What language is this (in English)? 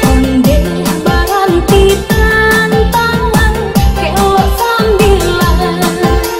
Minangkabau